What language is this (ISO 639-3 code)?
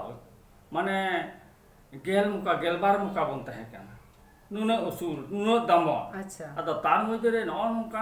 sat